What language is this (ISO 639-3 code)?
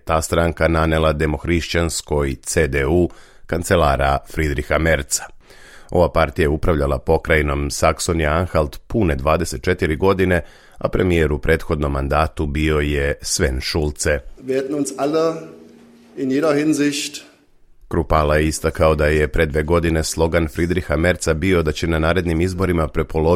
srp